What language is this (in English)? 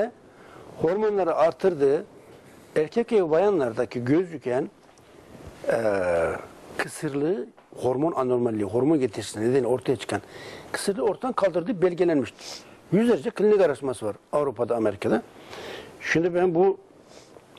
Turkish